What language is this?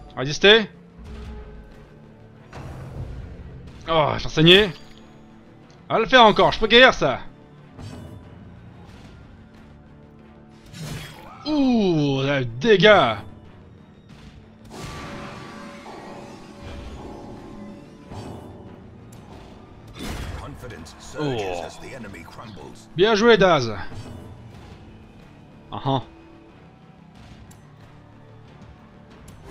French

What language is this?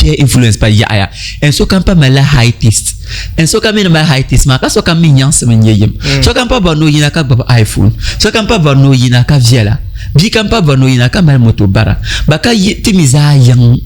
Dagbani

